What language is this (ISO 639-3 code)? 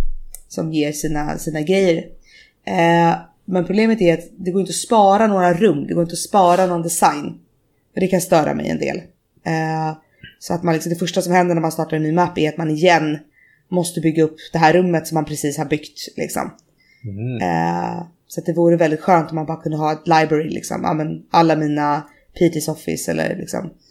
swe